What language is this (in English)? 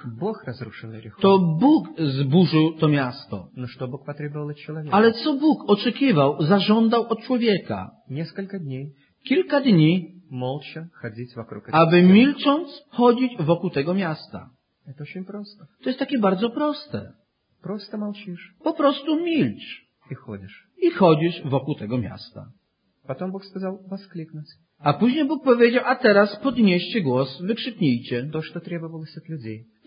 Polish